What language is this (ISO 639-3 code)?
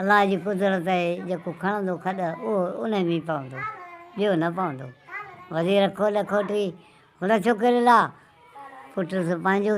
snd